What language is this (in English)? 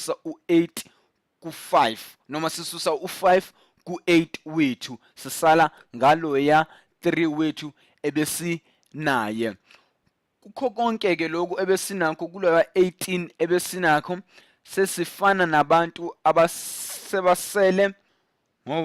Zulu